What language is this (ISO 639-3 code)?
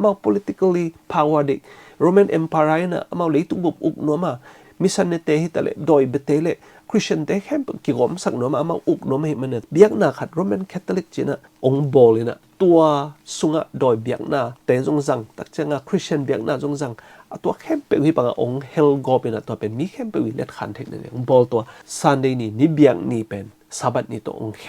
ctd